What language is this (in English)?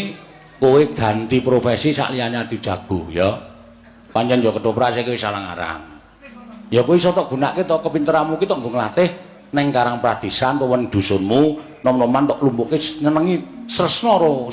Javanese